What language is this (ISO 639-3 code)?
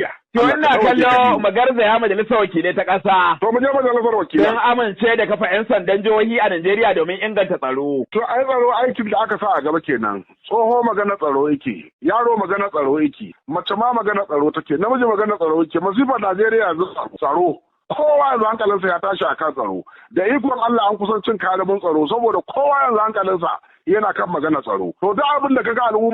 hau